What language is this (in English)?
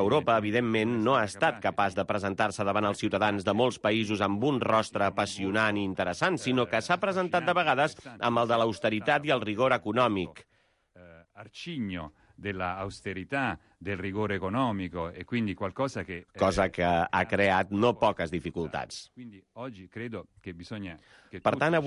Catalan